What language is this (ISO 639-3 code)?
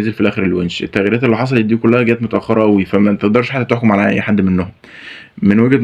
arz